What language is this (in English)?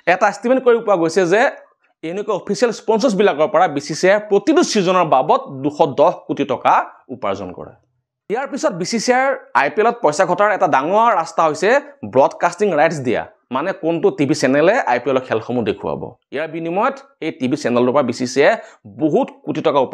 Assamese